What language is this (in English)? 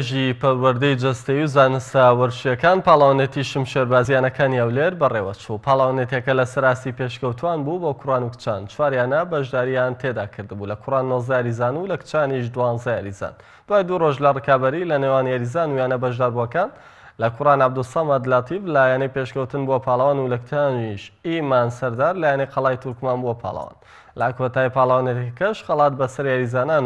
Central Kurdish